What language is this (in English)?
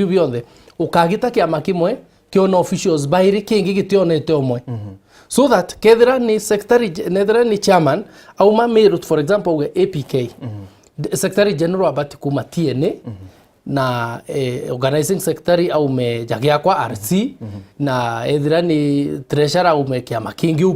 Meru